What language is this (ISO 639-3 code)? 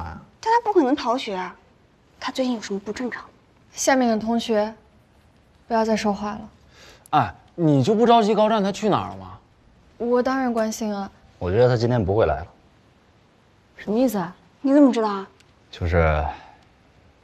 zho